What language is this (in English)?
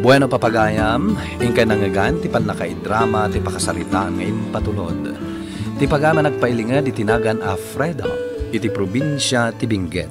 Iloko